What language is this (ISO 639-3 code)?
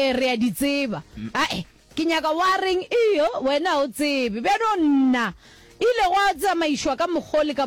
nso